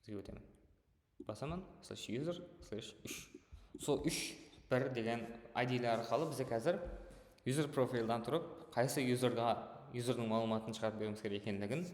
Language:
Kara-Kalpak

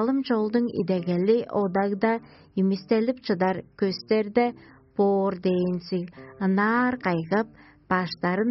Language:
Tuvinian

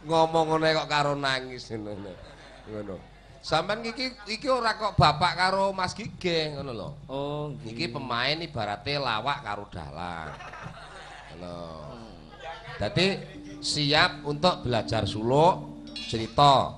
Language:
Javanese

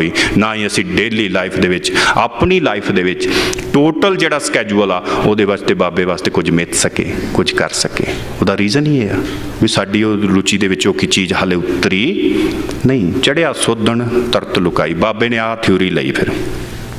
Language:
Punjabi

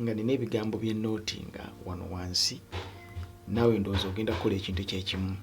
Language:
Ganda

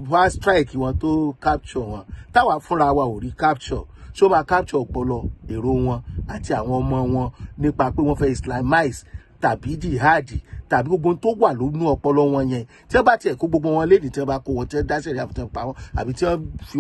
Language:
Yoruba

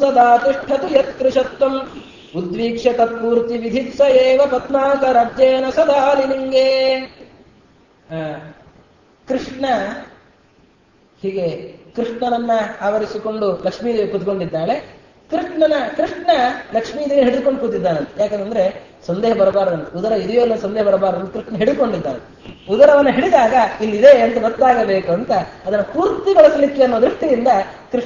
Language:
Kannada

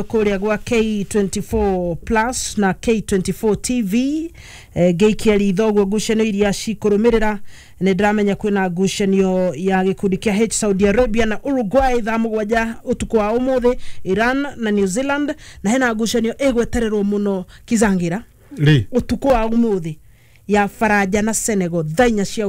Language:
Kikuyu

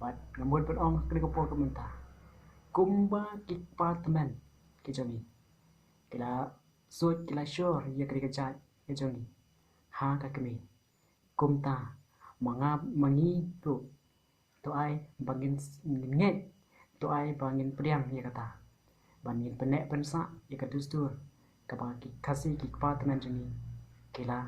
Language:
Khasi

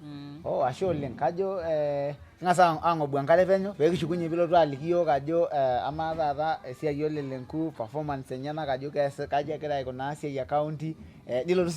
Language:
Masai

